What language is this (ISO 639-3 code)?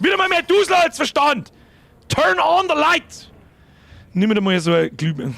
bar